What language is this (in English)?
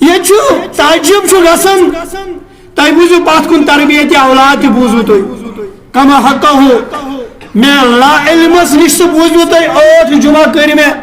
Kashmiri